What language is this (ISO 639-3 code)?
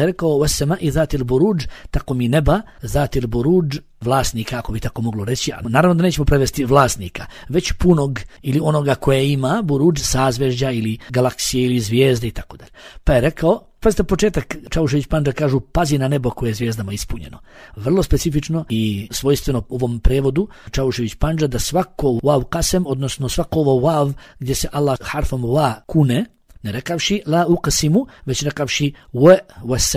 bos